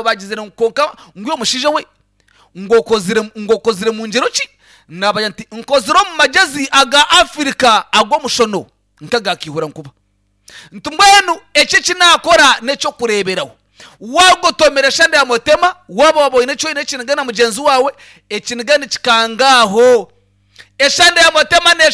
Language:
Nyankole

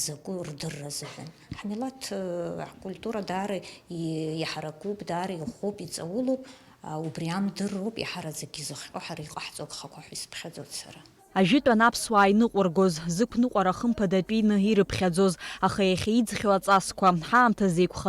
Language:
Abkhazian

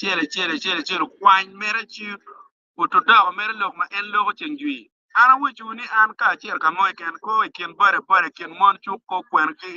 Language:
Acoli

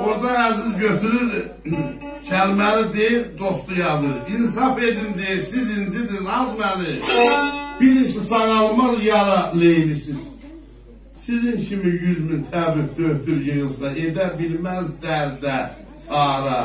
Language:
South Azerbaijani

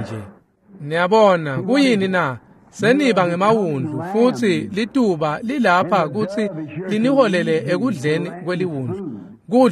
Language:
Swati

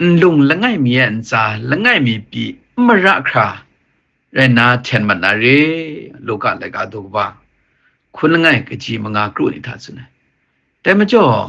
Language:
Kachin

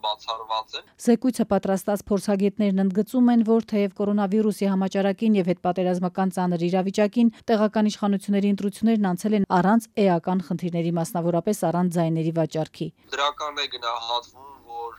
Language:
Armenian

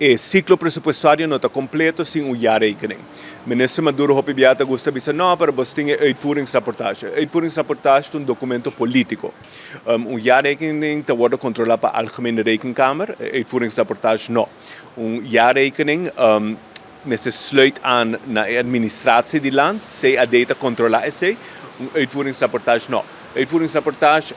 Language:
Papiamento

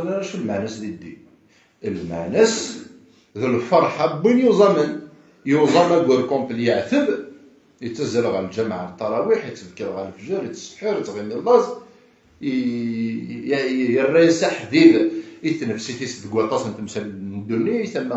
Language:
Kabyle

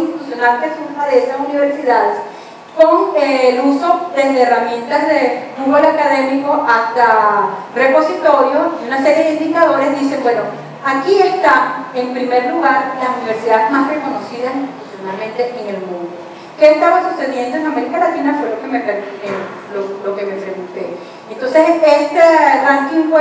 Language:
Spanish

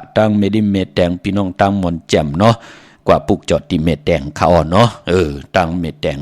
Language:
Shan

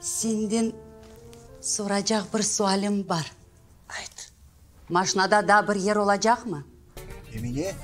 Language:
Crimean Tatar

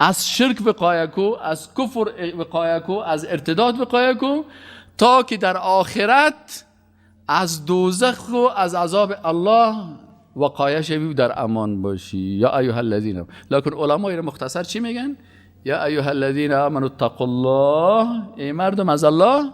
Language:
Persian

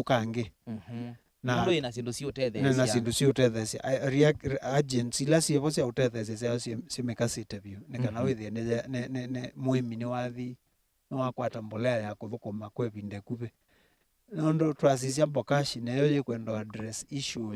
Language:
Kamba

